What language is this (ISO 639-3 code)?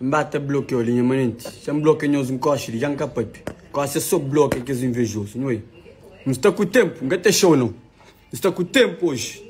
kea